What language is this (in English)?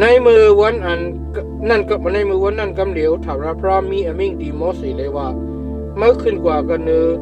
Shan